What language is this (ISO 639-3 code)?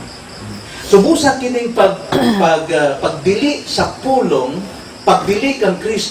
ceb